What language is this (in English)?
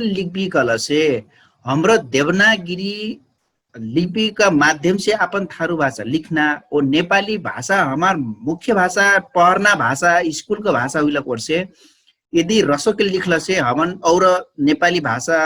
Dangaura Tharu